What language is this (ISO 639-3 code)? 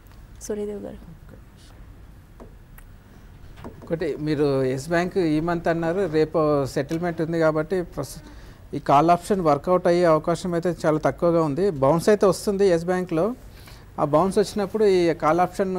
tel